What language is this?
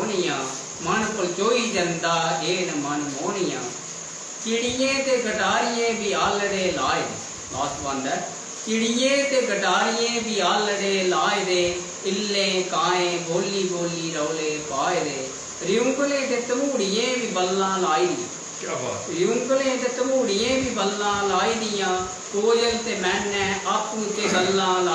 Dogri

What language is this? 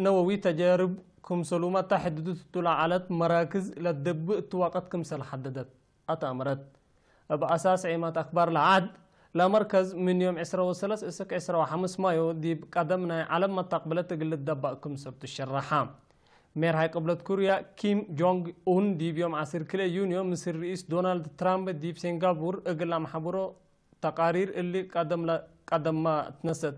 Tigre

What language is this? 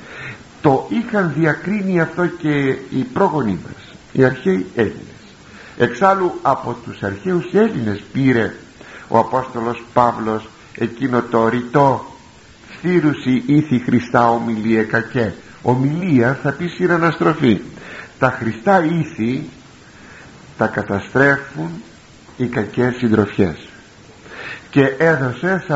Greek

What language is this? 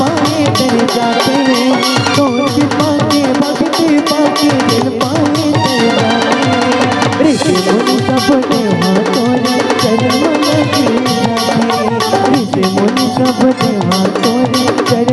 Chhattisgarhi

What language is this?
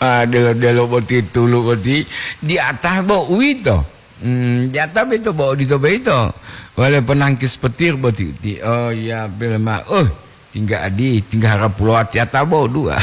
Gorontalo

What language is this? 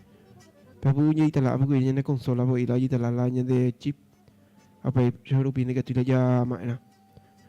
Guarani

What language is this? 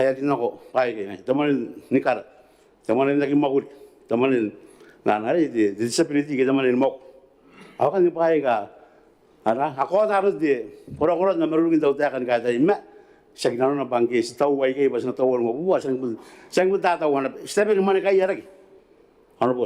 Gilbertese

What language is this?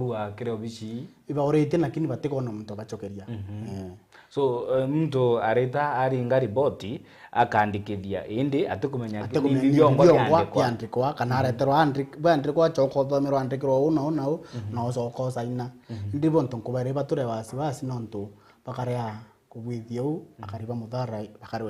Meru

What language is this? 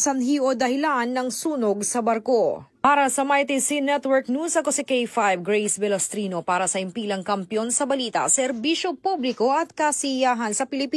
Hiligaynon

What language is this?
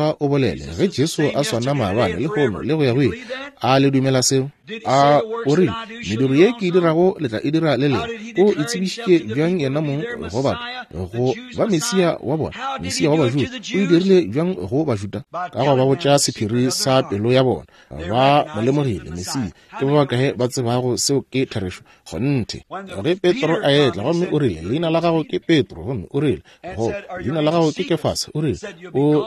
Northern Sotho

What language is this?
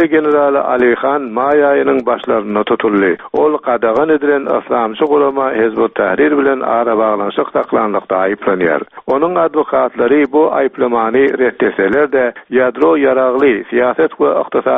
Turkmen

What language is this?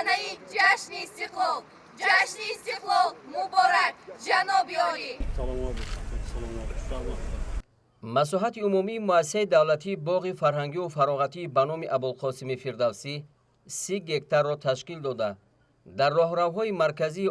Tajik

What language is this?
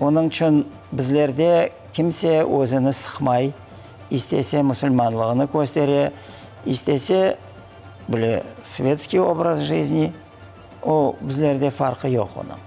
Crimean Tatar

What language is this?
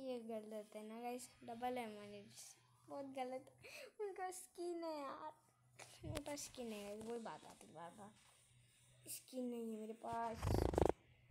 Hindi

